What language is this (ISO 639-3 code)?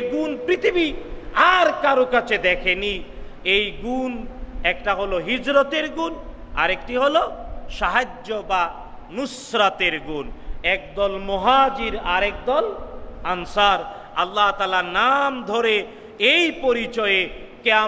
ben